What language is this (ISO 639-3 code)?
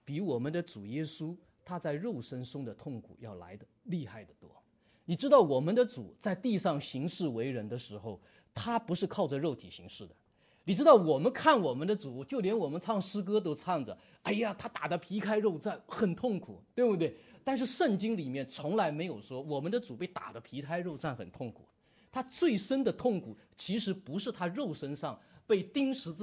zho